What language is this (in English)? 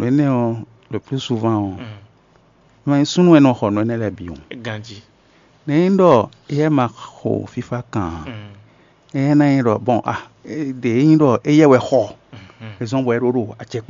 Fon